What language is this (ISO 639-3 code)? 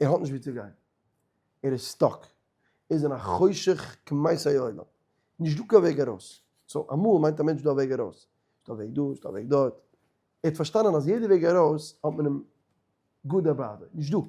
yid